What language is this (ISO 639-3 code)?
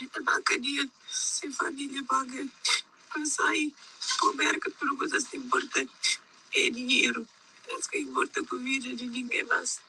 kea